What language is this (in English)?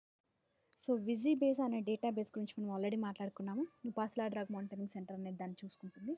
Telugu